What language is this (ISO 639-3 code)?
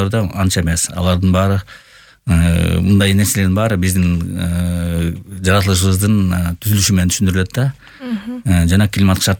kir